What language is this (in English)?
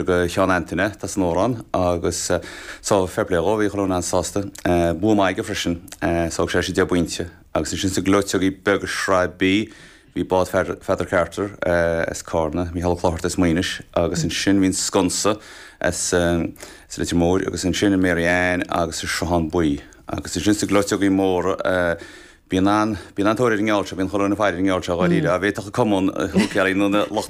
Irish